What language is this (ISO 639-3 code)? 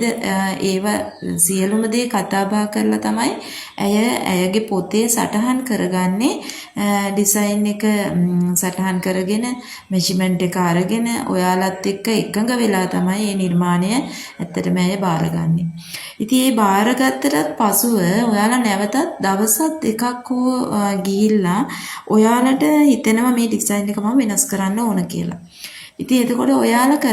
sin